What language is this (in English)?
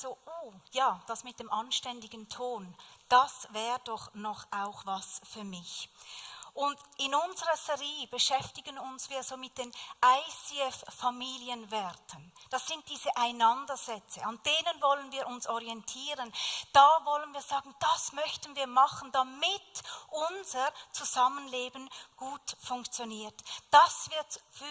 Swiss German